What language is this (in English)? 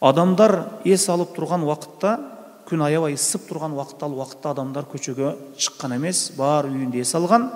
Kyrgyz